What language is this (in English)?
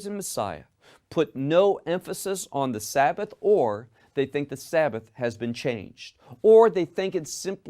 English